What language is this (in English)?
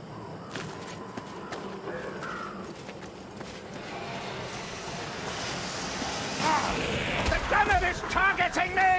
English